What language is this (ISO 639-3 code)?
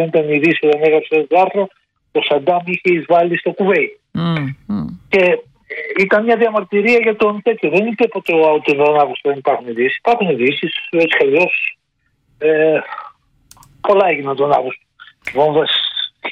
ell